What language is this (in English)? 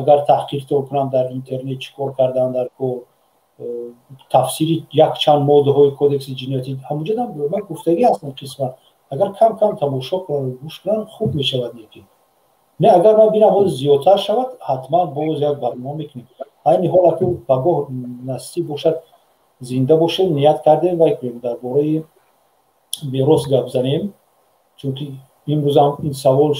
Tajik